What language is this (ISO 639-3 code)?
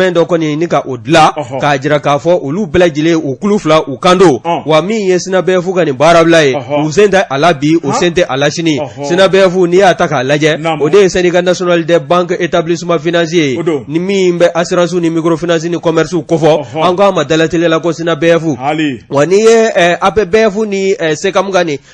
bam